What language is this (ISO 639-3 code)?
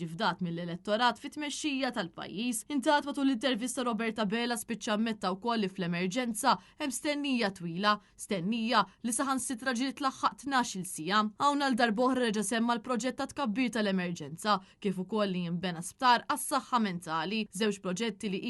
mlt